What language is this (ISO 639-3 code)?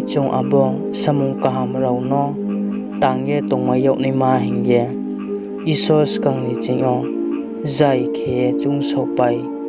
ria